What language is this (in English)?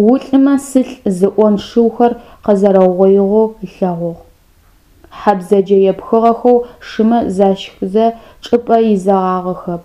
Adyghe